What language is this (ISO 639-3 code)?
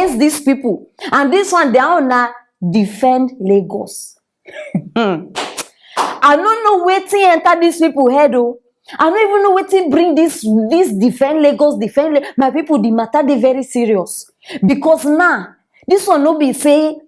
pcm